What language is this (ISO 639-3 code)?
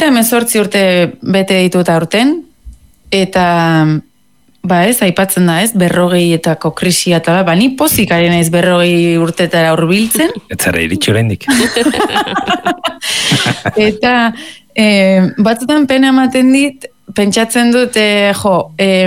eus